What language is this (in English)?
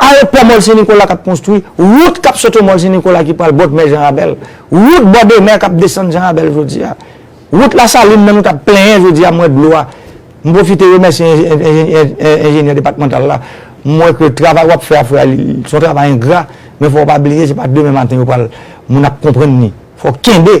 Haitian Creole